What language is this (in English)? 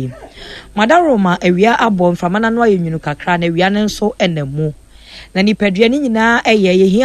Akan